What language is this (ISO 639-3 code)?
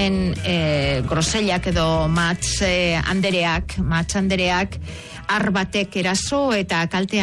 eus